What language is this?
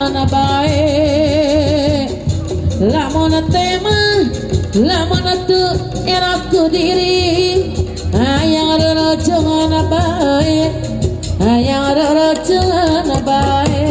Sundanese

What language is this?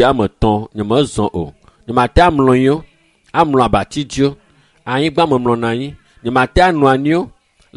Ewe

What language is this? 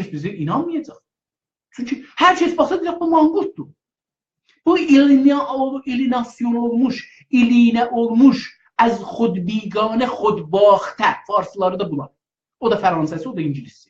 South Azerbaijani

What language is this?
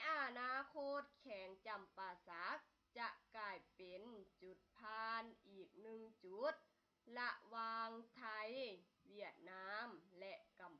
Lao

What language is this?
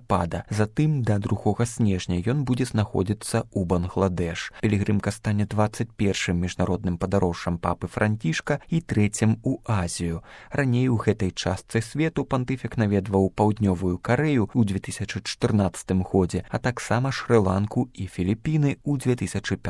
Belarusian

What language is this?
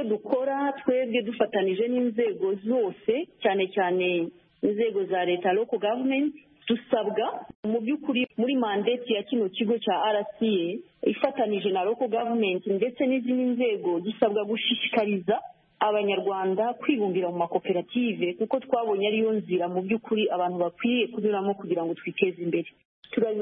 Kinyarwanda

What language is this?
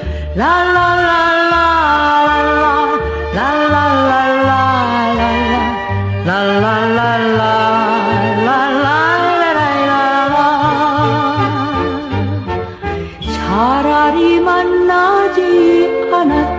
Korean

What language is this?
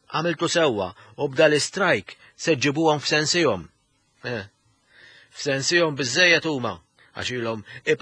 Maltese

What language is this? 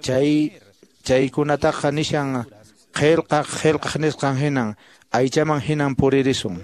Quechua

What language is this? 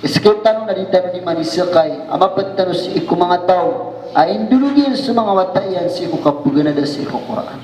Maranao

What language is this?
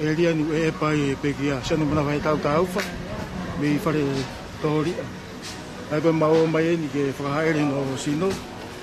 Tongan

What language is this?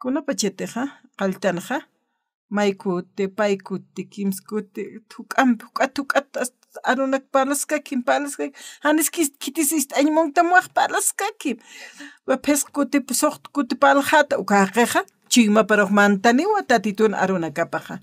Aymara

